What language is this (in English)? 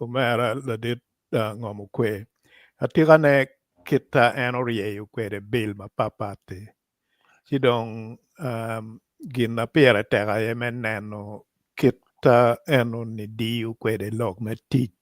Acoli